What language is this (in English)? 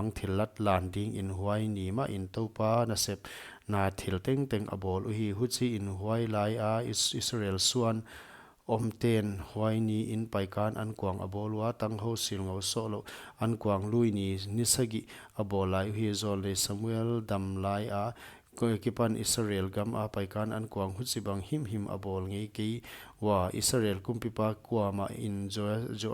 Paite Chin